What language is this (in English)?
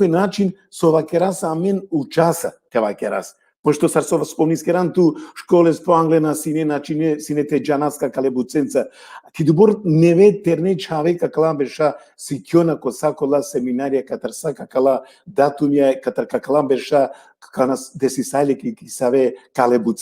Balkan Romani